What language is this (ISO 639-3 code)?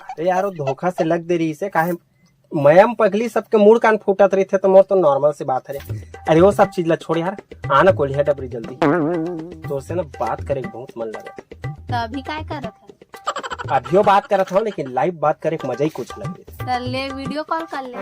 hne